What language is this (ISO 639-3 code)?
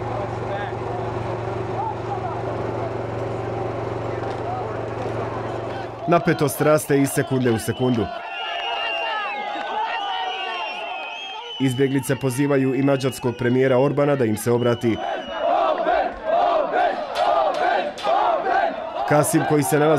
bos